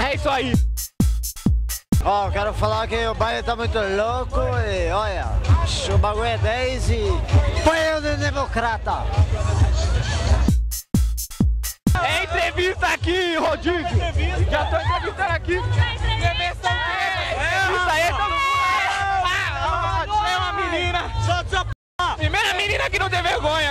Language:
Portuguese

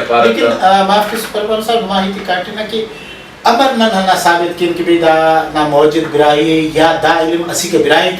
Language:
Brahui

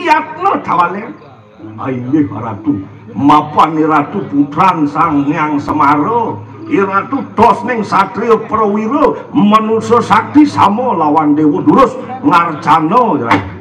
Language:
Balinese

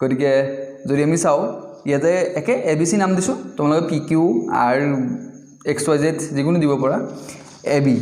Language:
Assamese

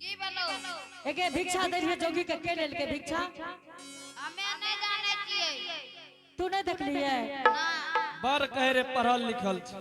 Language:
Angika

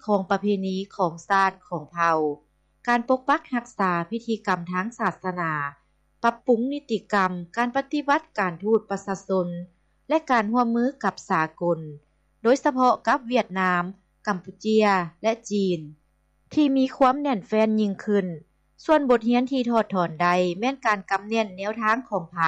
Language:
Lao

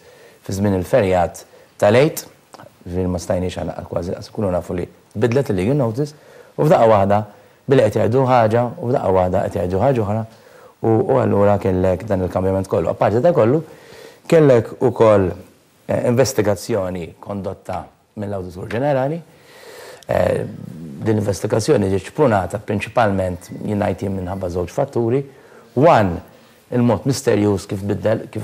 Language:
Maltese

